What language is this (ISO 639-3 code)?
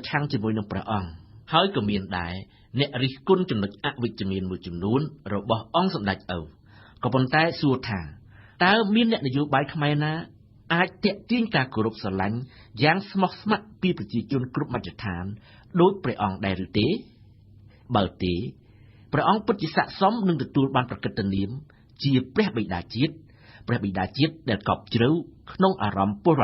khm